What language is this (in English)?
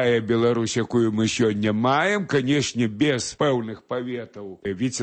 Belarusian